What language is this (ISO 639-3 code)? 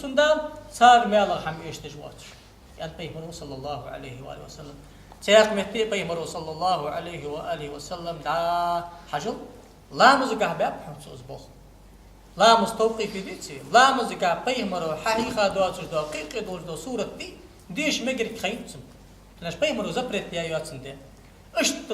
inh